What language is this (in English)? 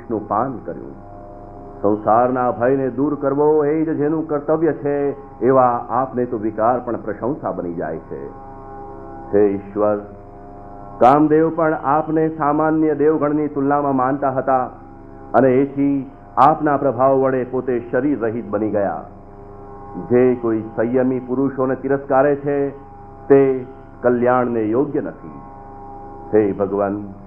Gujarati